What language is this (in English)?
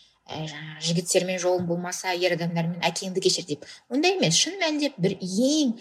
Kazakh